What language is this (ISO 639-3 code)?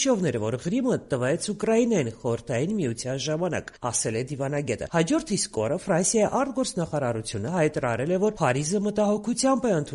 hye